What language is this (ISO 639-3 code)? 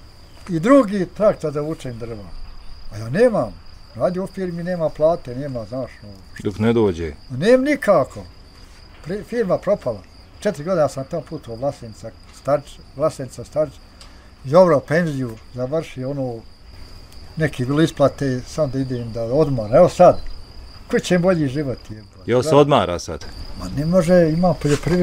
bos